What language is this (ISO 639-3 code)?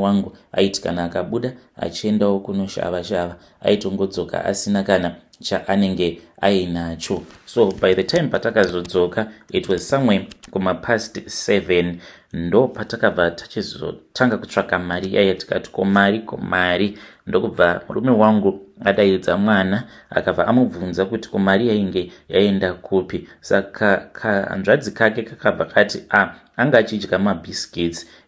sna